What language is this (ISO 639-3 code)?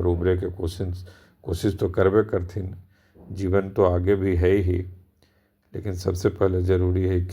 mag